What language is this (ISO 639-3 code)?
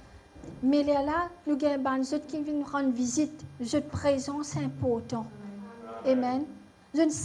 mfe